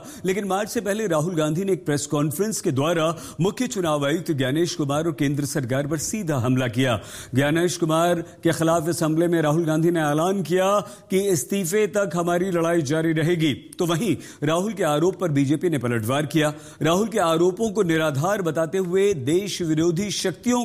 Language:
Hindi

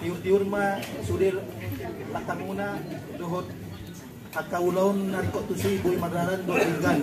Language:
Batak Toba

